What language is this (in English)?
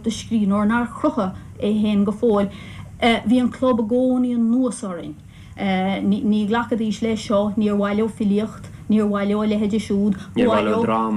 Irish